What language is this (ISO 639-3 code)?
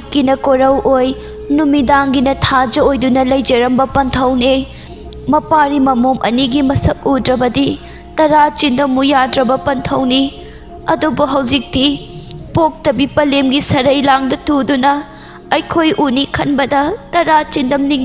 mni